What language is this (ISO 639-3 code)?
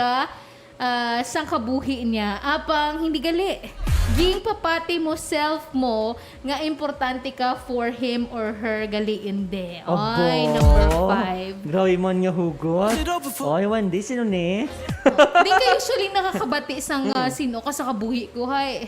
hil